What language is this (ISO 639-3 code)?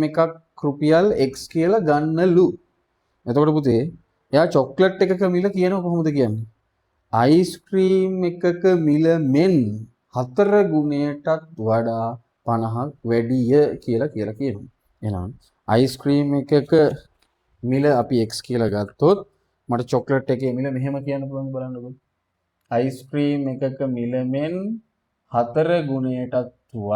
sin